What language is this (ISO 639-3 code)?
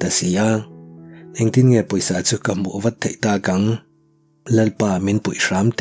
lus